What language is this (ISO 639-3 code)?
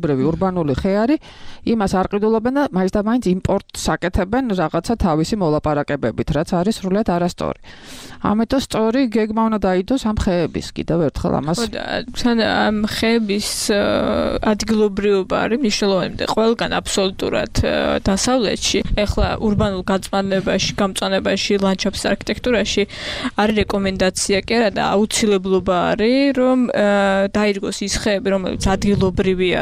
kat